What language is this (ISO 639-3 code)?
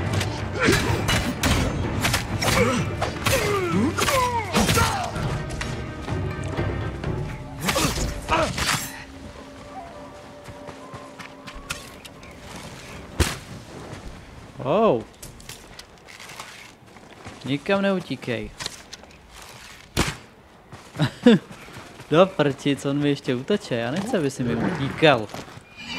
ces